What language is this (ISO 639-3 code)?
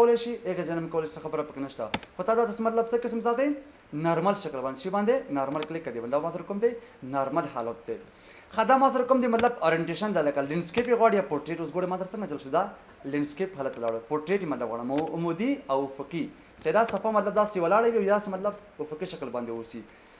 pus